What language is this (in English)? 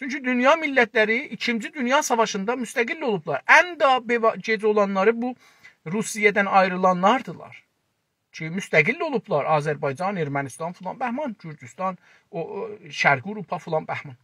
South Azerbaijani